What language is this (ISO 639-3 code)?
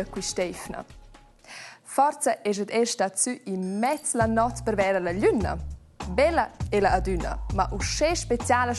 roh